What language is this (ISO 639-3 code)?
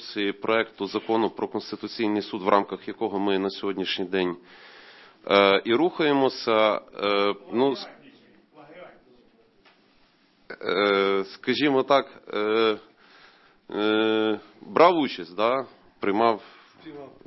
ukr